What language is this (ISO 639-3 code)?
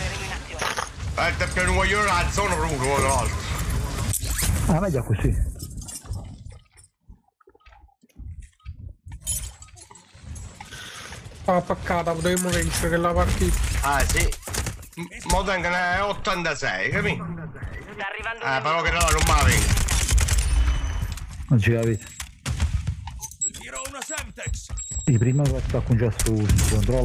ita